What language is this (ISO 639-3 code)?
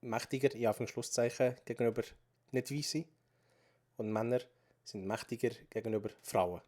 gsw